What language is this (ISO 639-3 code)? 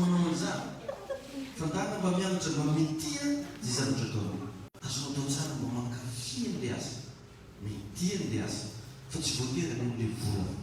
mlg